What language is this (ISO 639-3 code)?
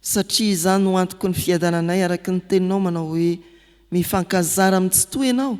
mlg